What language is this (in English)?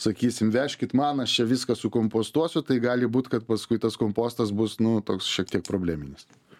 Lithuanian